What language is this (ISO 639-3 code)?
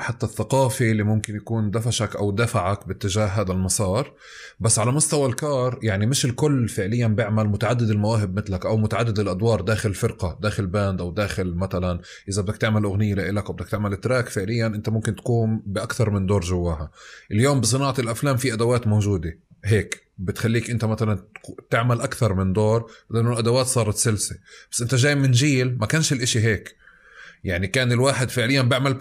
apc